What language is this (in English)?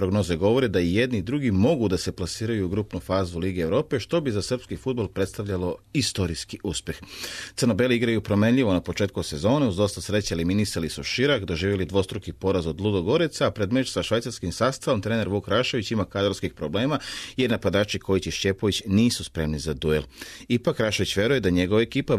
Serbian